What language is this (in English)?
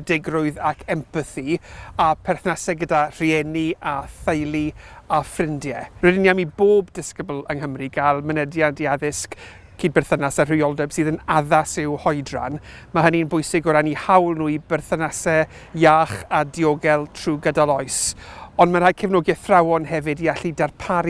Welsh